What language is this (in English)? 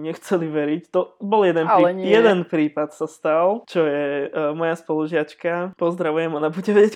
Slovak